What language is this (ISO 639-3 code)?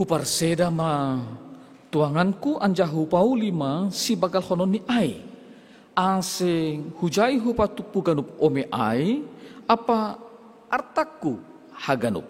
bts